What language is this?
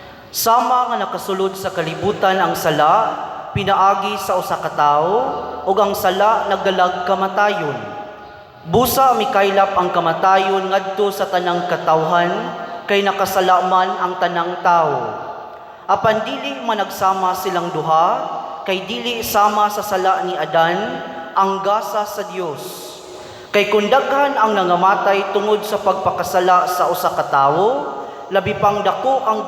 Cebuano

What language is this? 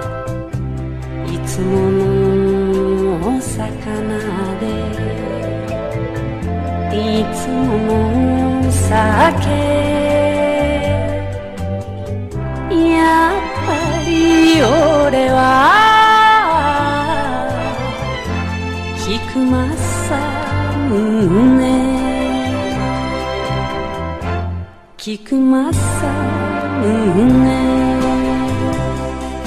Japanese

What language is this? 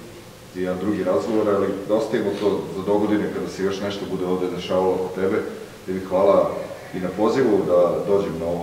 Serbian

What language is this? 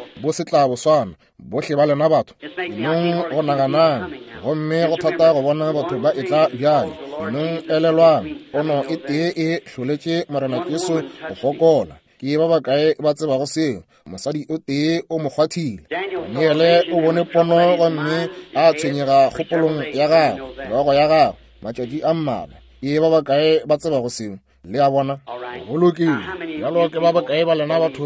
Northern Sotho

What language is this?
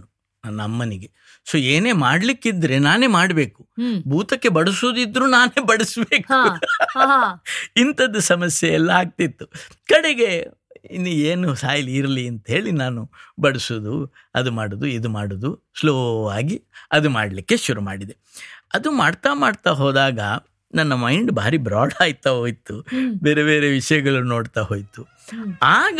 Kannada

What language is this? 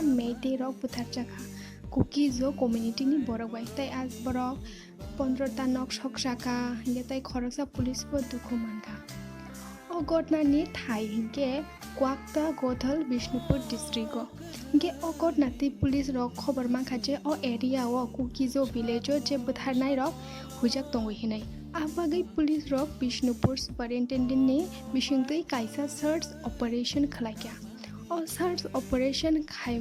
Kok Borok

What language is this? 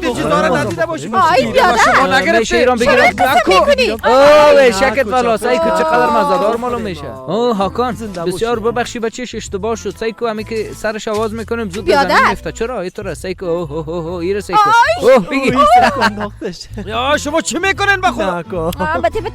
Persian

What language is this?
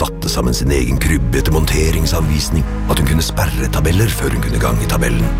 Norwegian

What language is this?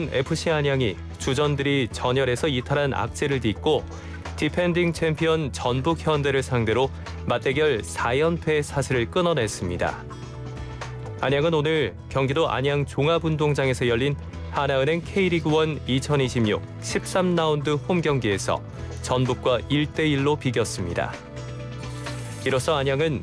Korean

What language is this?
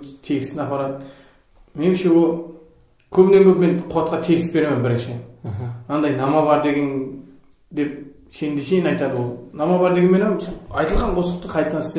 Kara-Kalpak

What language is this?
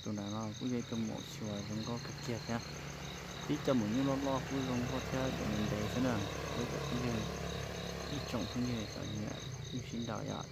Hmong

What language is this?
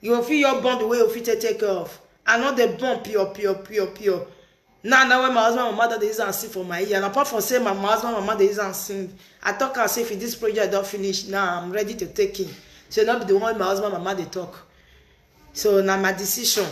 Nigerian Pidgin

